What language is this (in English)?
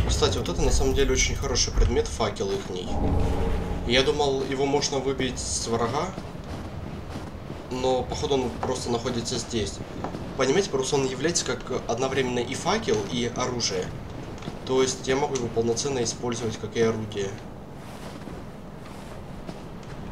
Russian